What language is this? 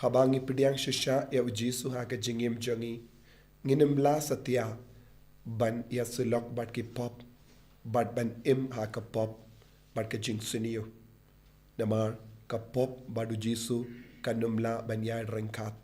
Khasi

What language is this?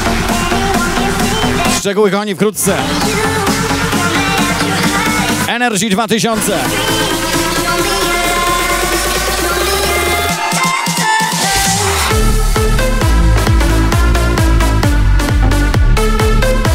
Polish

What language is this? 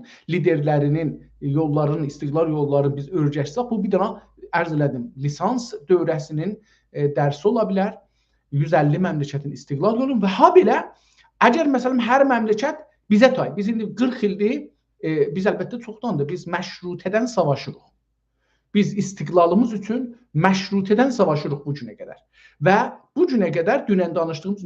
South Azerbaijani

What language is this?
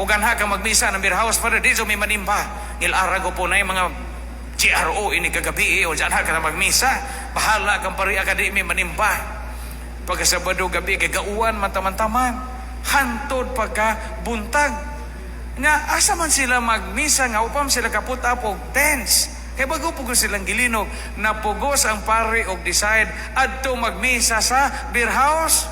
Cebuano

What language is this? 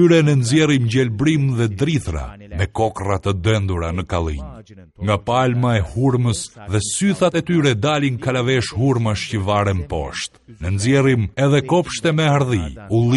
Albanian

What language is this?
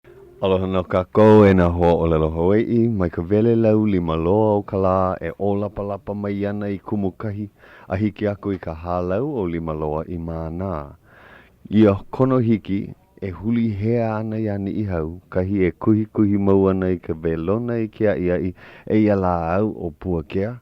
Hawaiian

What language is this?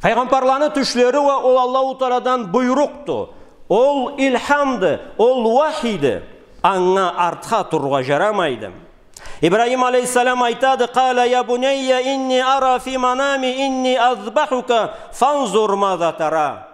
Karachay-Balkar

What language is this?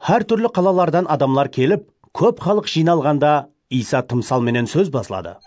Kara-Kalpak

